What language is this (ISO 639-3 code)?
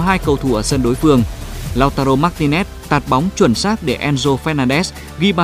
vie